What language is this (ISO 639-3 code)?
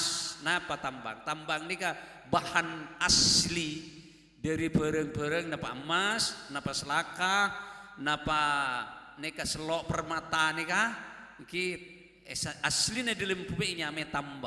mad